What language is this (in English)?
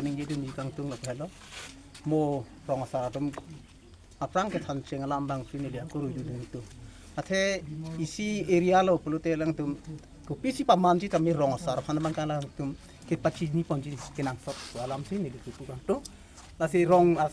Karbi